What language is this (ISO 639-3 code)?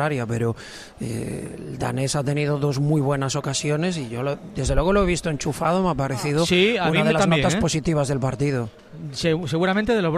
spa